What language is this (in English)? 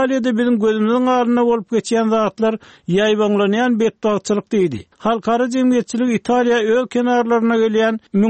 Turkmen